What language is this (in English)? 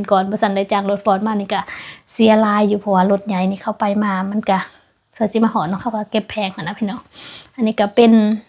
Lao